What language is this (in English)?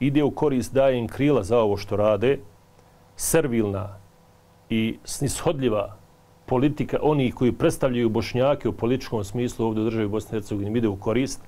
Bosnian